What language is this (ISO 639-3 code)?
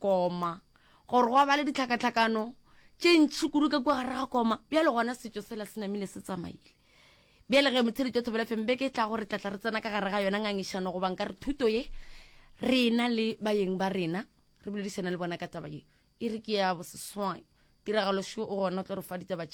nso